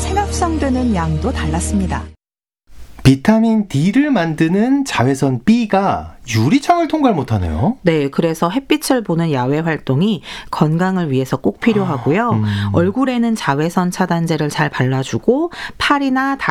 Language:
Korean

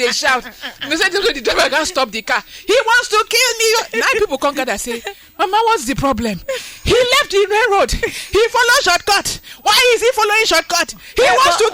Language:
Nigerian Pidgin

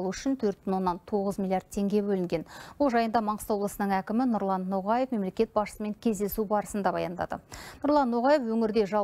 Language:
Kazakh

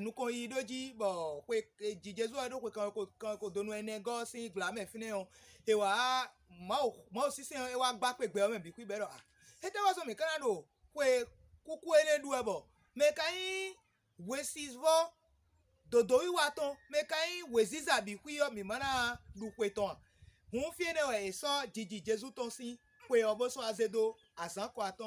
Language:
Fon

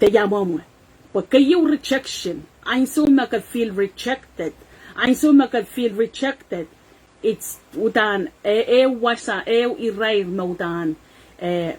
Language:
Pohnpeian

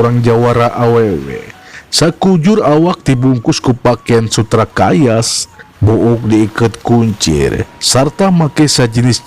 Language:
Sundanese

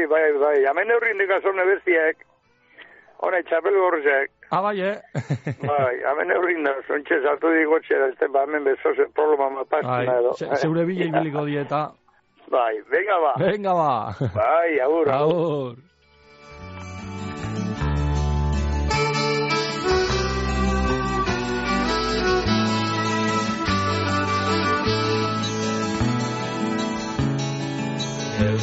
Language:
Basque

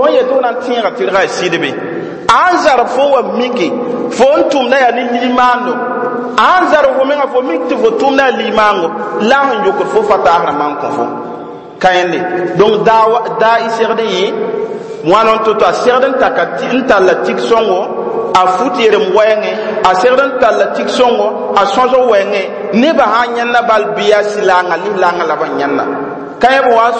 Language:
Mossi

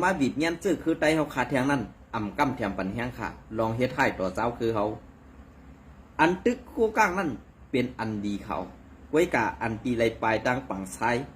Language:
Shan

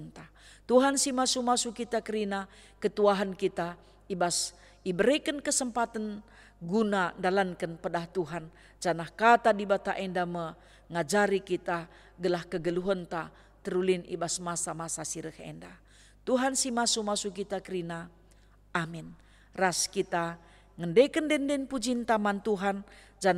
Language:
Batak Karo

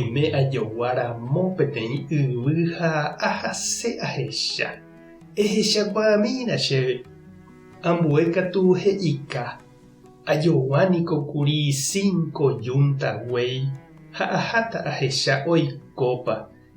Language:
Guarani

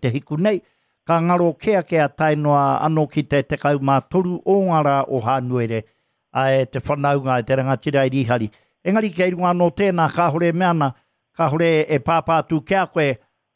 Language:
Māori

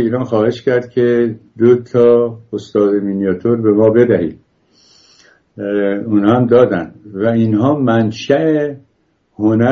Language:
Persian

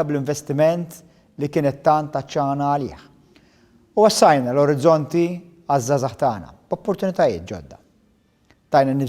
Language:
Maltese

